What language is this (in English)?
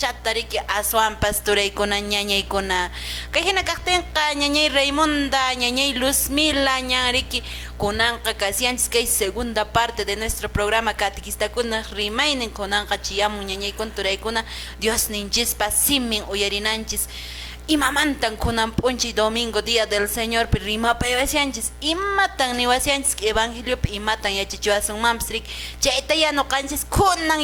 Quechua